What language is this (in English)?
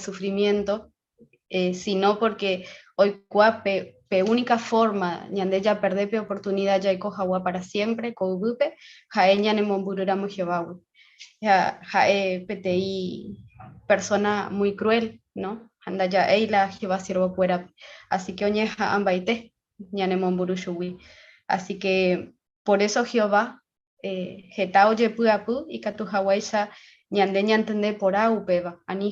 Guarani